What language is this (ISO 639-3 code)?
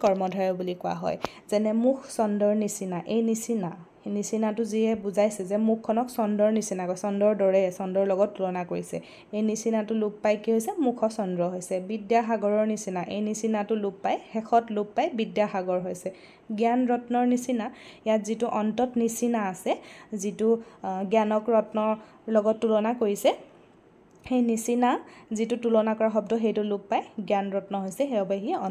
asm